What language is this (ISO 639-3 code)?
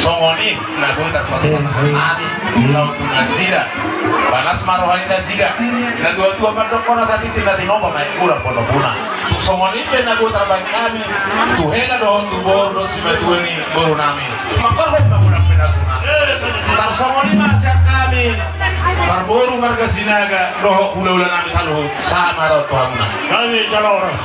bbc